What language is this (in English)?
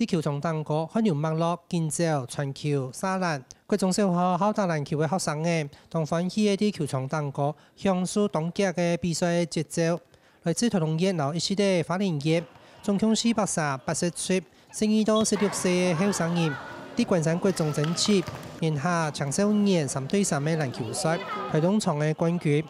Hakka Chinese